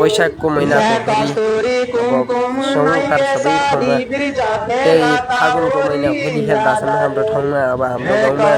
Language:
Nepali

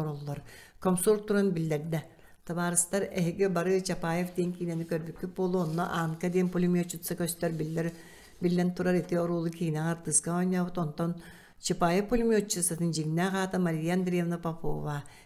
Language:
Yakut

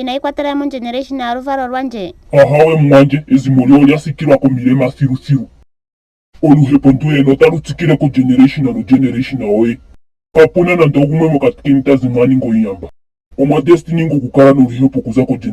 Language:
Ndonga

